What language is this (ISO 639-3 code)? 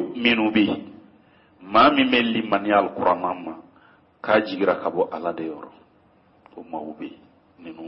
bam